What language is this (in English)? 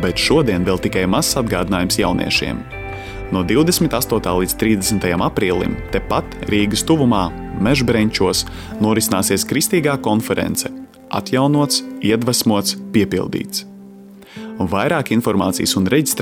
Latvian